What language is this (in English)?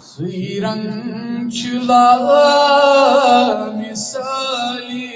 Kashmiri